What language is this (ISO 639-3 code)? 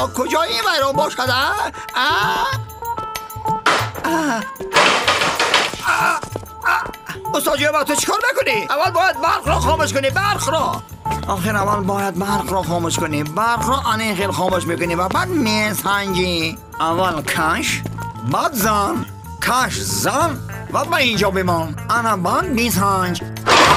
fas